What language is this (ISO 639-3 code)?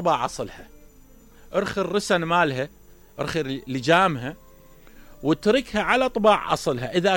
acm